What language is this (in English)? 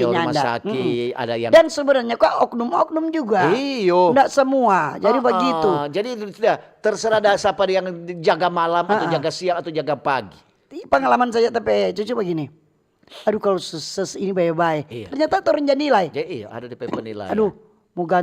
Manado Malay